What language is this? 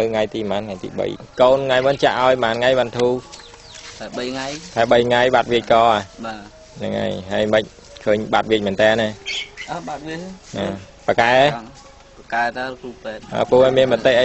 Khmer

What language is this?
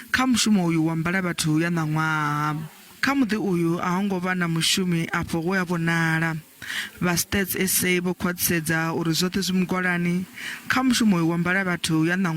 Venda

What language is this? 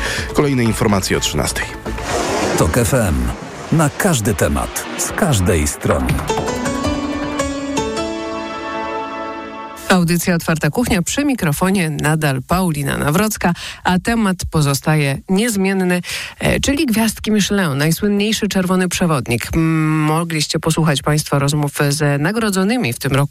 Polish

